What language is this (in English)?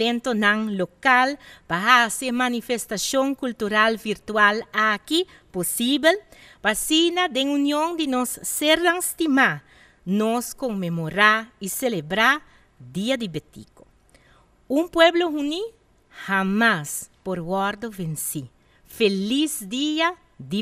Papiamento